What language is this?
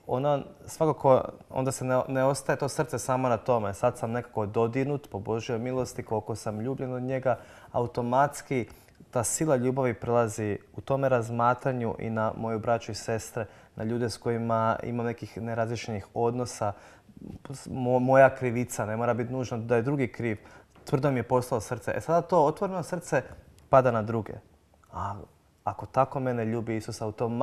Croatian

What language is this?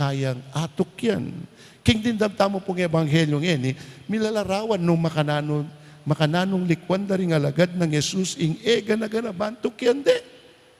Pampanga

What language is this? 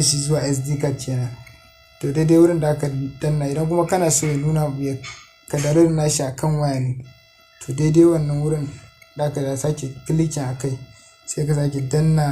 Hausa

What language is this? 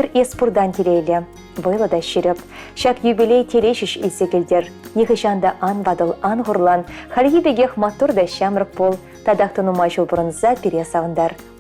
Chuvash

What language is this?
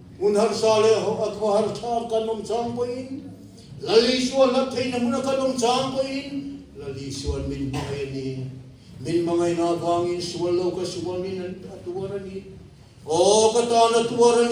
Mizo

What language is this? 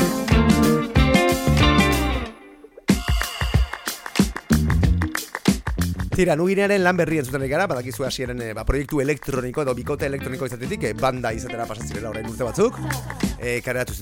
Basque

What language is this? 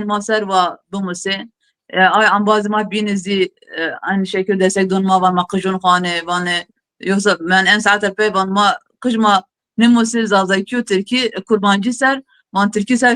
Zaza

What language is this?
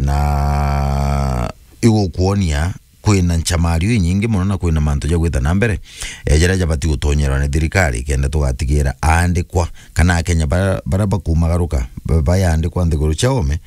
Meru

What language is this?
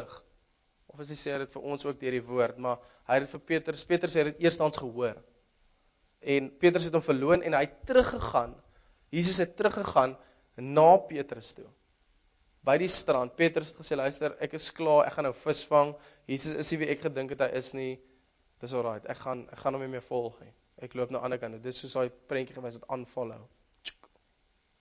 Afrikaans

